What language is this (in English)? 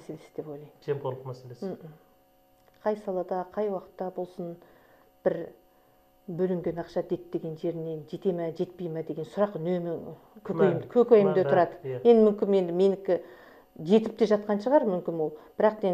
Kazakh